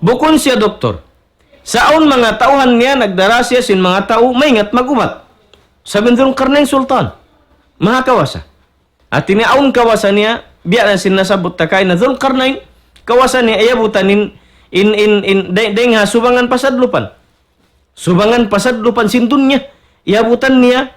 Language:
Tausug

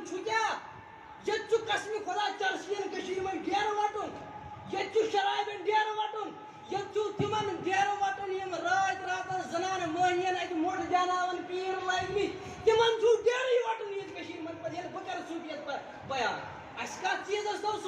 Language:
Kashmiri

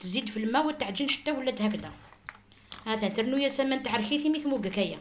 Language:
Algerian Arabic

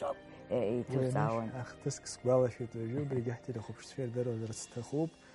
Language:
Abkhazian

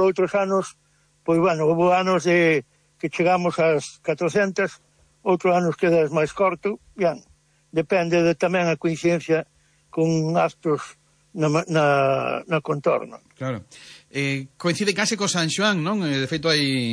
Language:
Galician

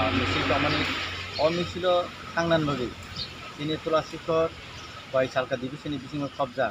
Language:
Kok Borok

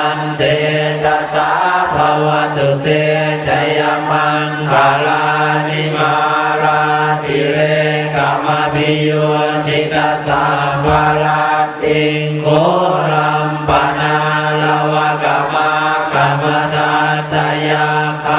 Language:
Pali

